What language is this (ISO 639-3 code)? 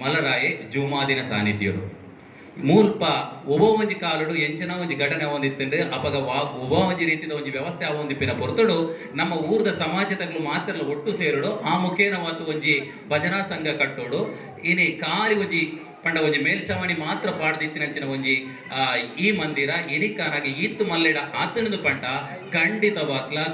tcy